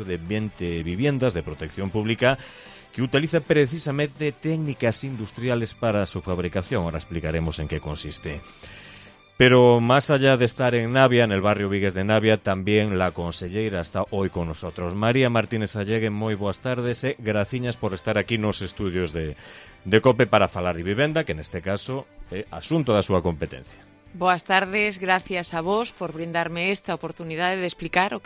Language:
Galician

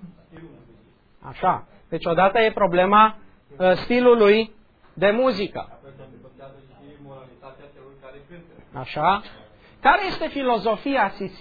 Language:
Romanian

